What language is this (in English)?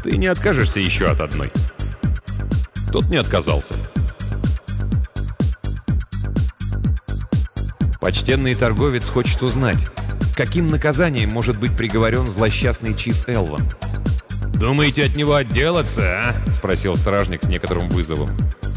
Russian